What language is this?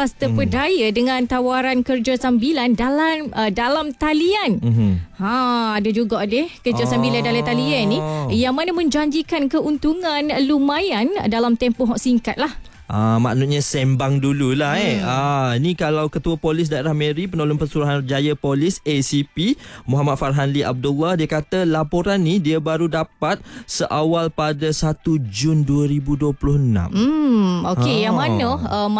Malay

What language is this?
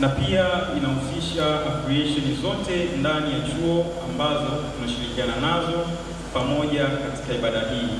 Swahili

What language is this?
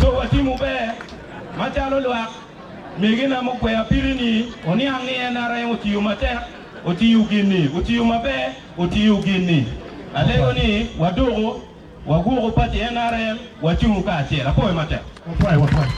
Acoli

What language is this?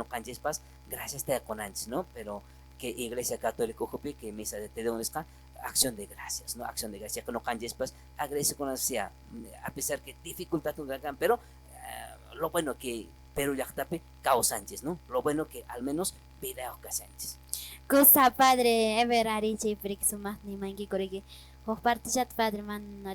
Quechua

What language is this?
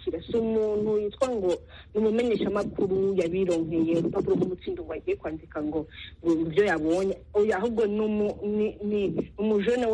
Kinyarwanda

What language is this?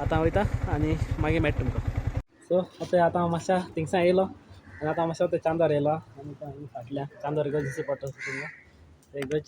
Konkani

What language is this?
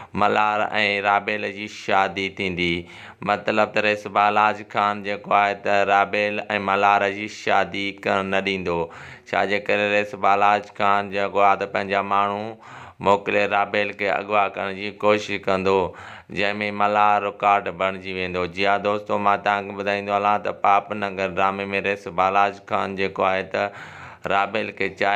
Sindhi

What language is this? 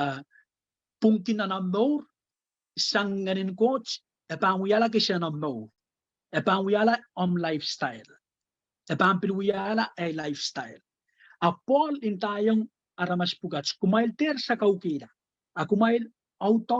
Pohnpeian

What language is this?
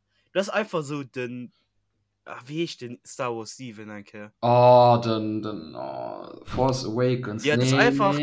Luxembourgish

